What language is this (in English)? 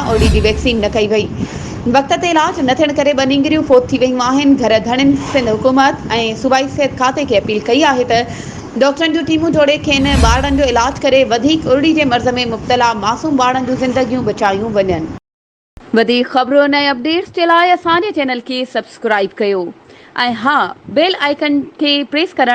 Sindhi